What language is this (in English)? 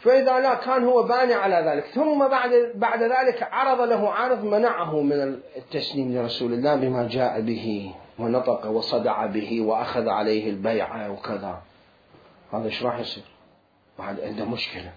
Mesopotamian Arabic